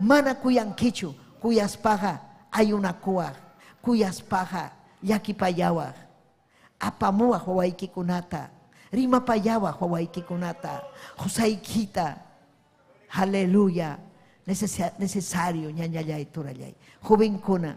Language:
Ayacucho Quechua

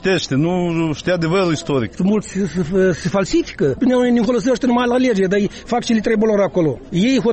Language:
Romanian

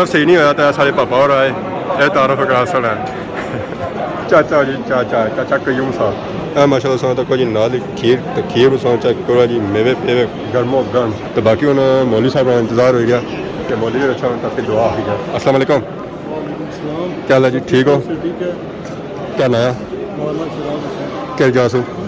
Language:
Pahari-Potwari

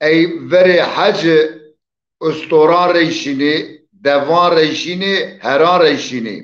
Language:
Zaza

